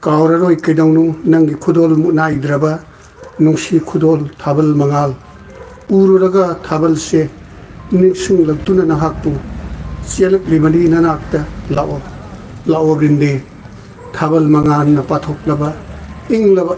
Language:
Manipuri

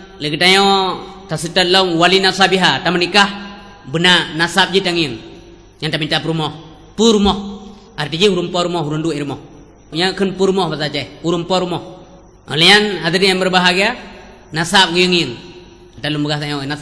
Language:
Achinese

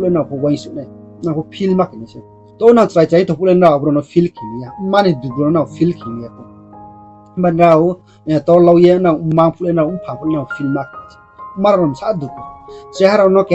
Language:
Riang (India)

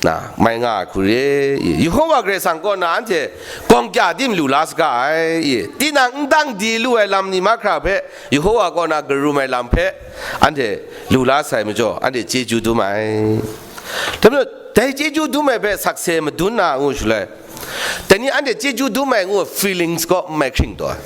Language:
Kachin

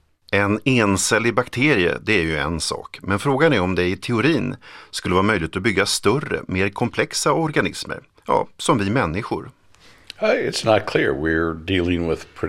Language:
Swedish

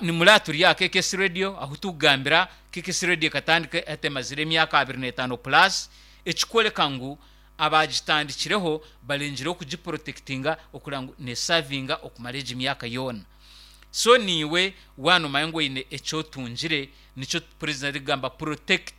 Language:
Nyankole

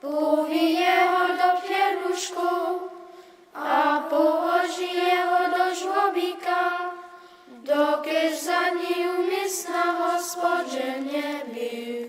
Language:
Upper Sorbian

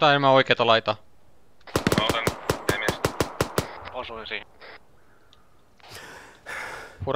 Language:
Finnish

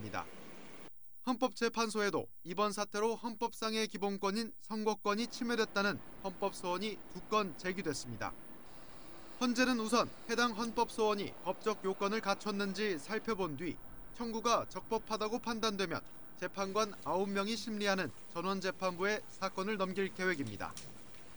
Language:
Korean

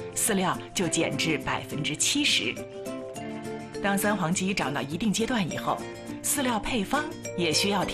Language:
Chinese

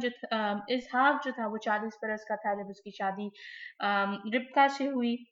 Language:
Hindi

